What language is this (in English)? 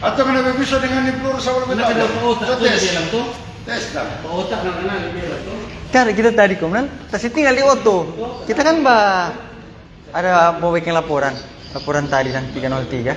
Manado Malay